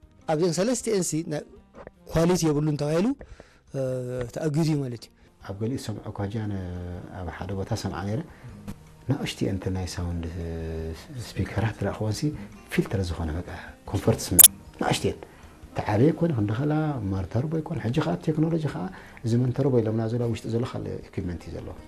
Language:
Tigrinya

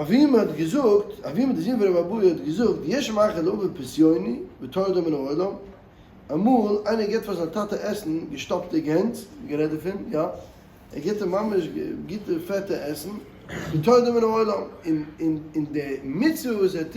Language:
Yiddish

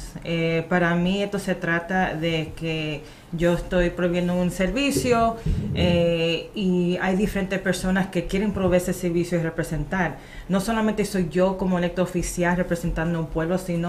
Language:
Spanish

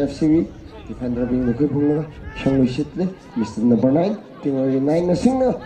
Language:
Tangkhul Naga (India)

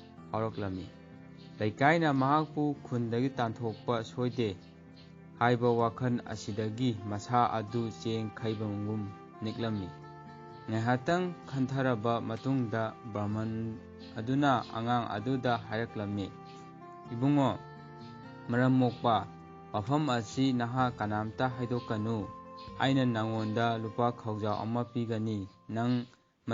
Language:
Manipuri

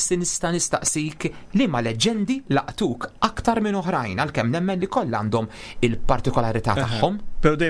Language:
Maltese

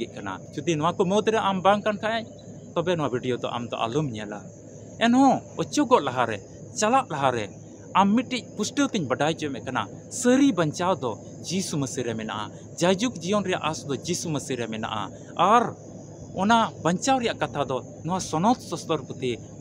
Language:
Santali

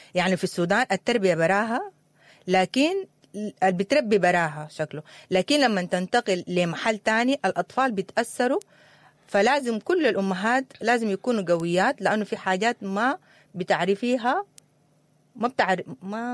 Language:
Sudanese Arabic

